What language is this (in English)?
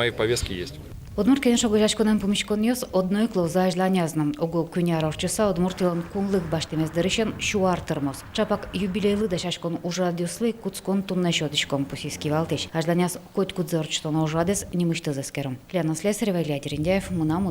Udmurt